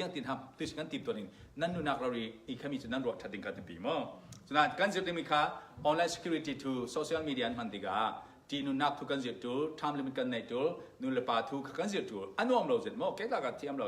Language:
Falam Chin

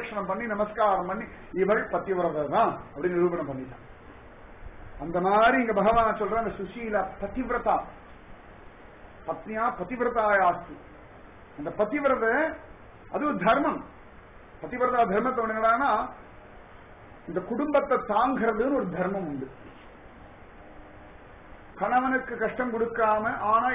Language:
Tamil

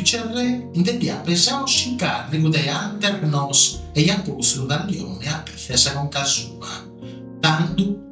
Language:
Sardinian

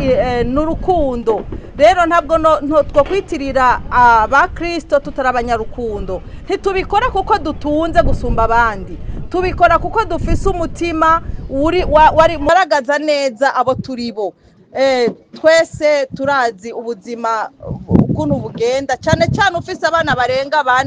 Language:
Rundi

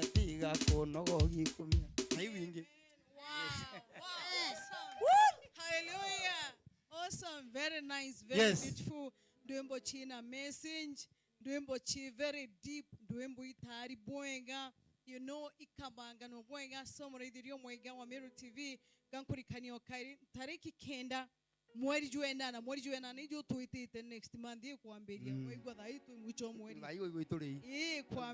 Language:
Meru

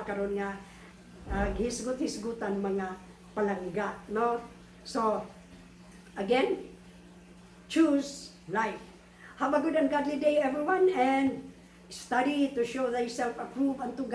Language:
Cebuano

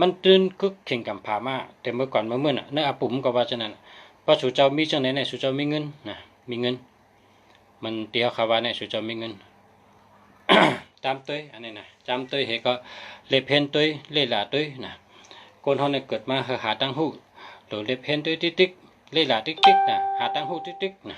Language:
Shan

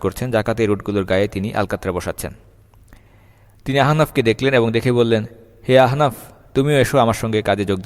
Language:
Bangla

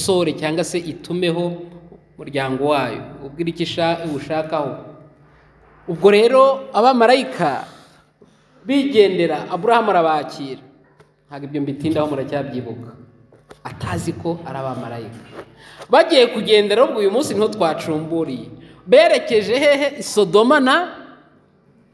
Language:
Kinyarwanda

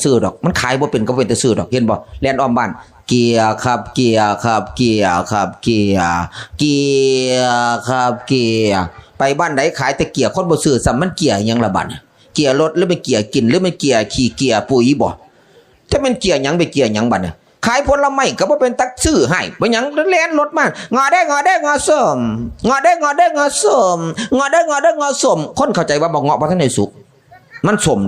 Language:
Northeastern Thai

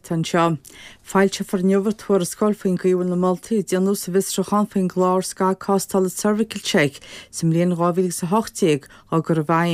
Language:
Irish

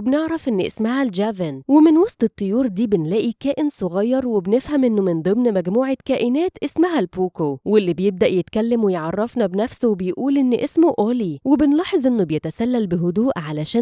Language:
Egyptian Arabic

